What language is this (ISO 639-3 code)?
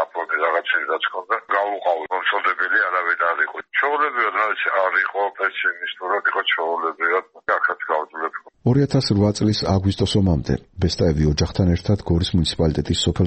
kat